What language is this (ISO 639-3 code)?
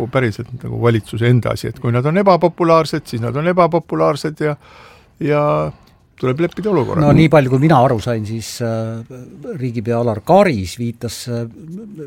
est